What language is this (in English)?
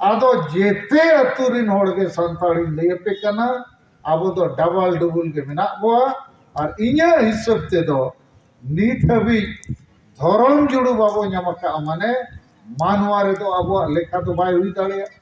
Santali